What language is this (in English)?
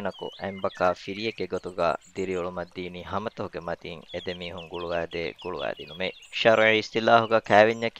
Divehi